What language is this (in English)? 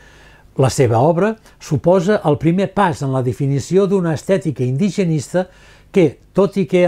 Catalan